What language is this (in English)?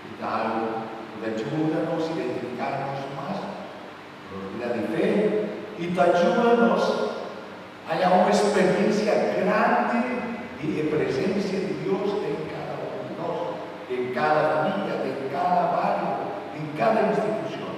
Papiamento